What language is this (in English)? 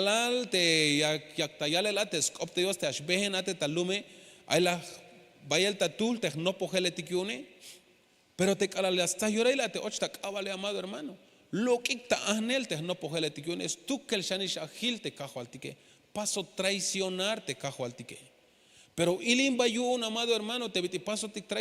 Tzeltal